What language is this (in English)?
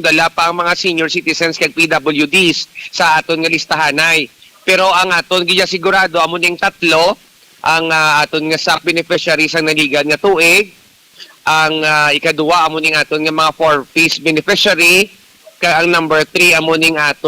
Hiligaynon